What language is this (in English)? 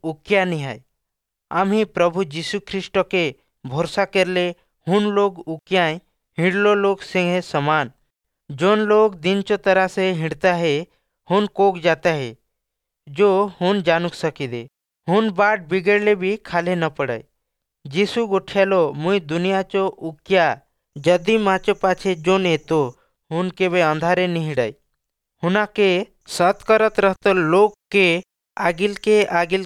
Odia